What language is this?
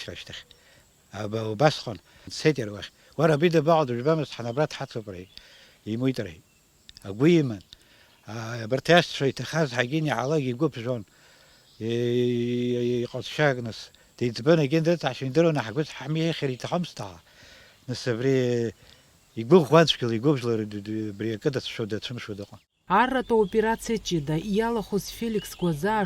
Abkhazian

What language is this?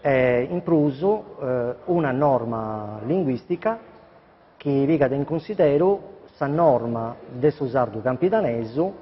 Sardinian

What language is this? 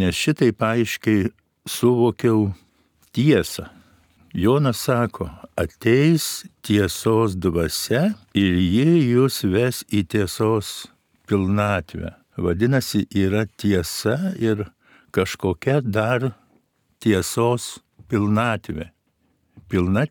Lithuanian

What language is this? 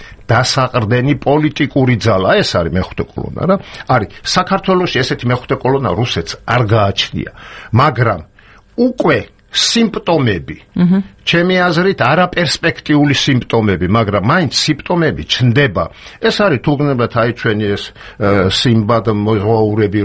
Georgian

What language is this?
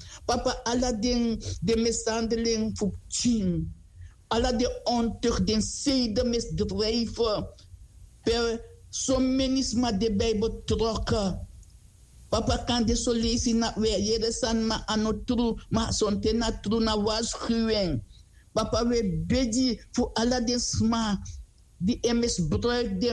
Sranan Tongo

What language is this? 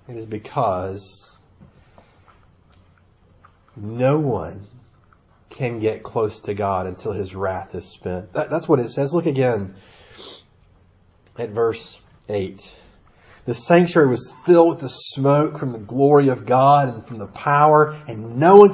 English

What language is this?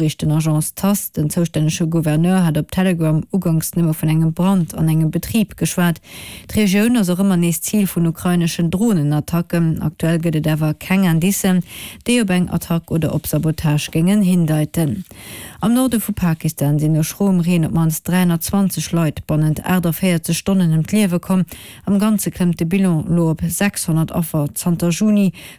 Luxembourgish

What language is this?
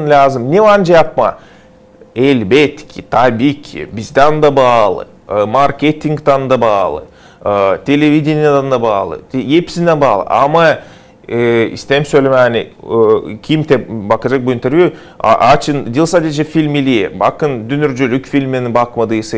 Gagauz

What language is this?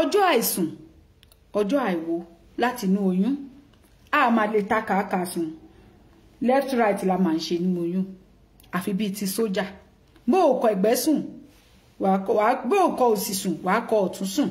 Yoruba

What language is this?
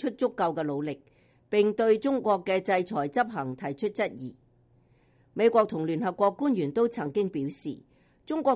Cantonese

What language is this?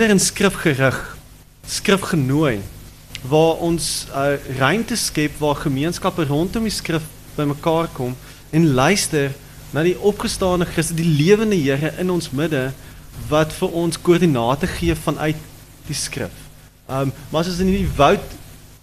Afrikaans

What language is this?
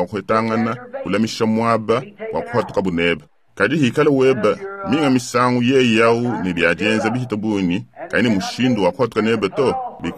Luba-Lulua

